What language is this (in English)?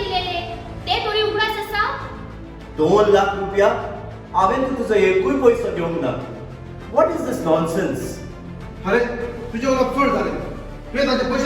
Konkani